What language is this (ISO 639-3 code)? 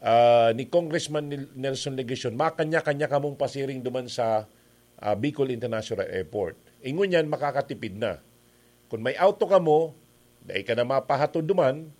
bik